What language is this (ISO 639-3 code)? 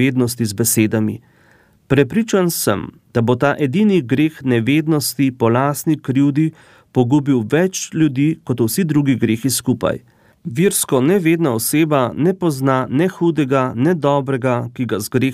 slv